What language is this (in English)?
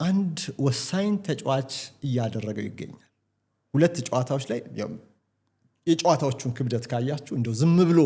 Amharic